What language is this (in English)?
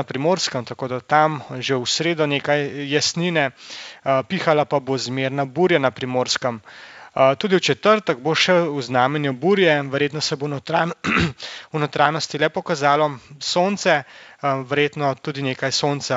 Slovenian